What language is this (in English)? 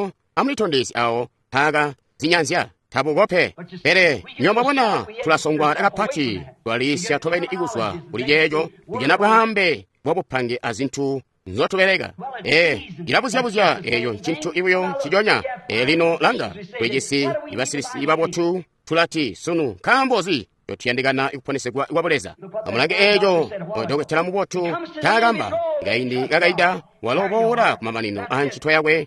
Tonga (Zambia)